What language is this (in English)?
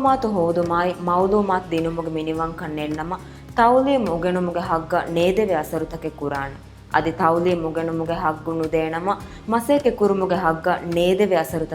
Divehi